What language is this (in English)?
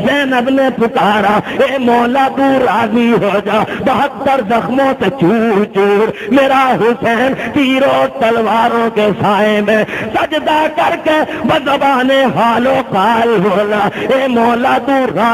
Urdu